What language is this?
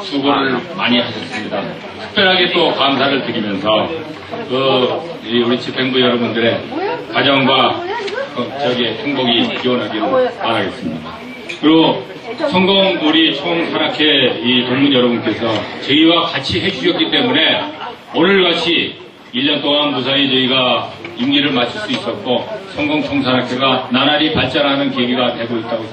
Korean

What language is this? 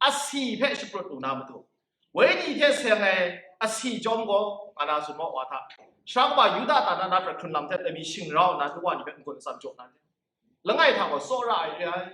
Kachin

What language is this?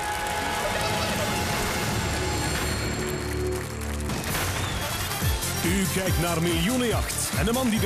Dutch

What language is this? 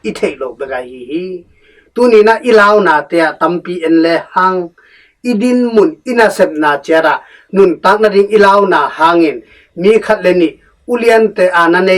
Tedim Chin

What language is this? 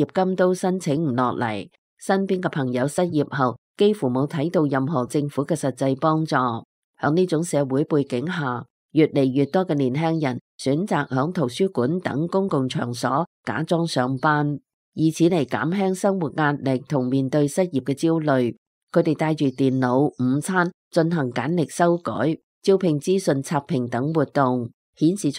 Cantonese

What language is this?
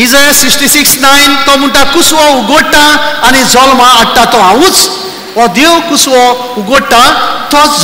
Konkani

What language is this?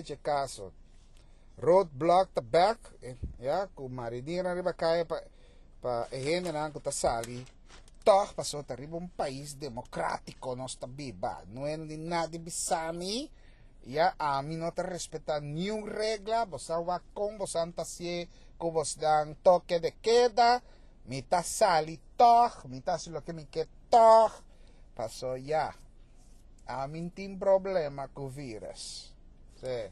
Papiamento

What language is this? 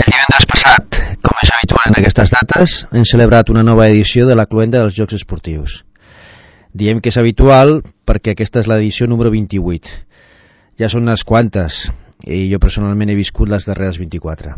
Catalan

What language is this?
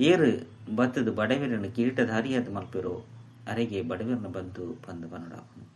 Tulu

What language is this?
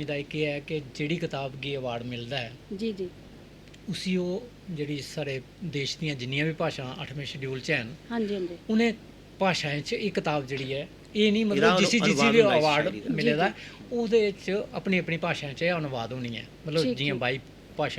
Dogri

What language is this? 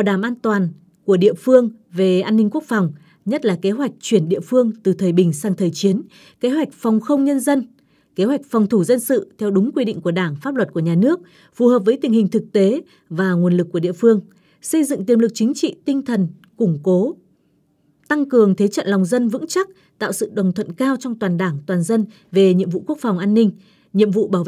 Vietnamese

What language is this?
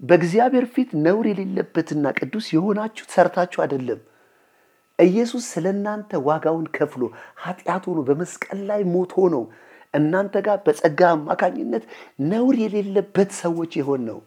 Amharic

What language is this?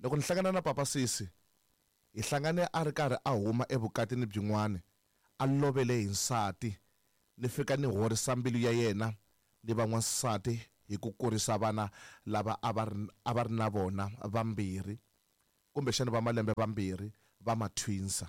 Tsonga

